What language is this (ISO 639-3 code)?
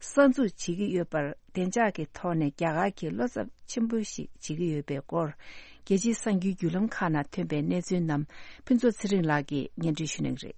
bod